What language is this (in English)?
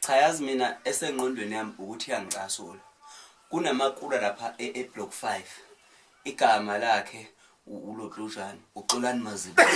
Zulu